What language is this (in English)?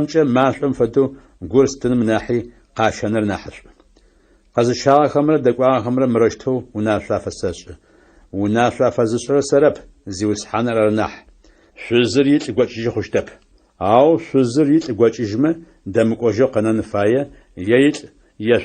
Adyghe